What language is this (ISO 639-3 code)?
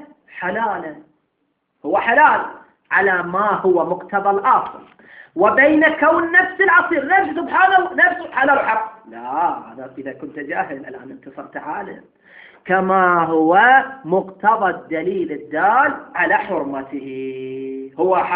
ara